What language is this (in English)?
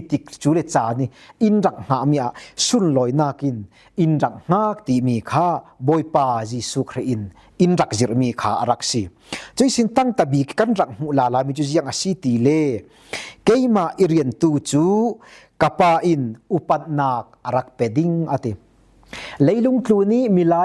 Falam Chin